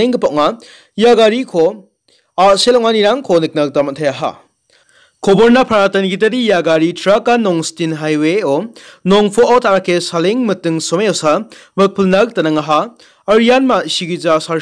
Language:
Garo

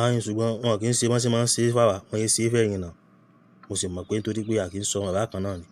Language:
Yoruba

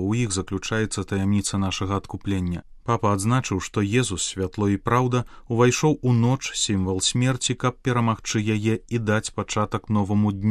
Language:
Belarusian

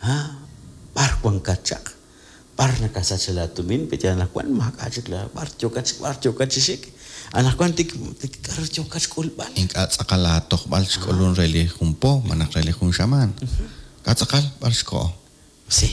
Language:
Kekchí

